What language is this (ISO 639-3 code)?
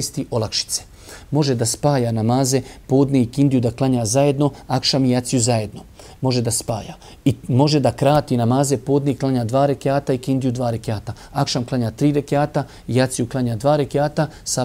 bos